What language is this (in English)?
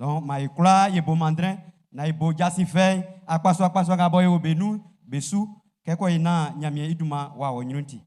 Baoulé